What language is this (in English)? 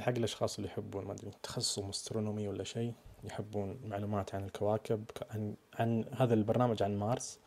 Najdi Arabic